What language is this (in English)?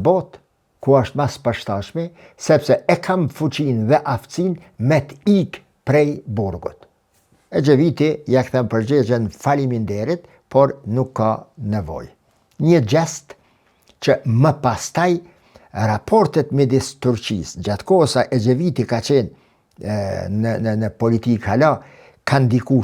Albanian